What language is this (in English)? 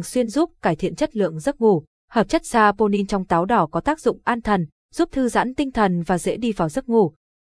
Vietnamese